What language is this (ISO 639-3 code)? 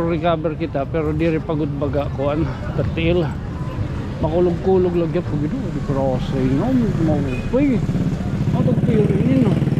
war